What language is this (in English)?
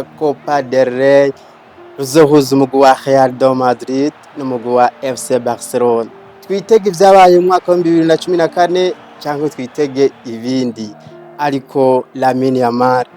Rundi